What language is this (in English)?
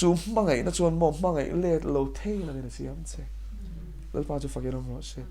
Mizo